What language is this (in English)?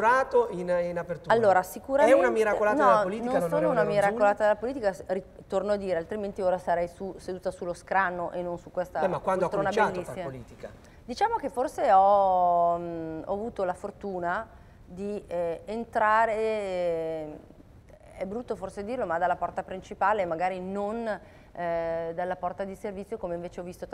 Italian